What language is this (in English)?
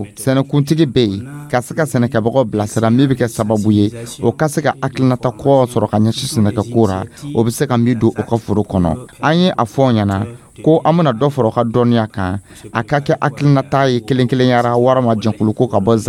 Dyula